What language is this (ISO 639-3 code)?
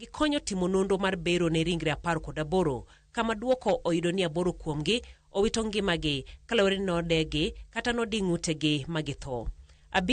luo